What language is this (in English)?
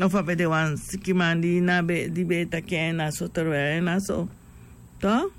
Sranan Tongo